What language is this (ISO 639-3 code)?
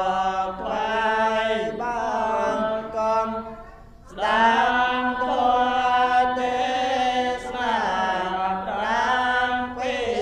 khm